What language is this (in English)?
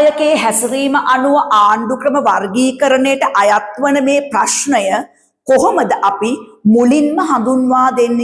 Sinhala